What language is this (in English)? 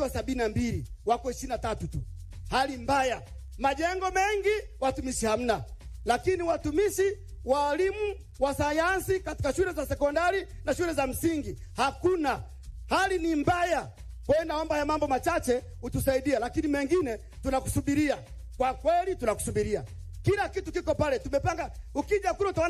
Swahili